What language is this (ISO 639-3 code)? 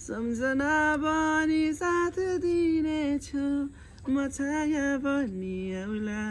nep